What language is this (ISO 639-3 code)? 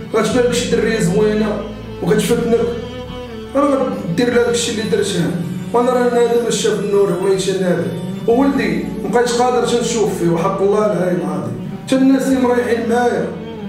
ary